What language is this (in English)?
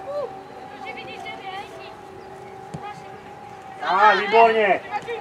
Czech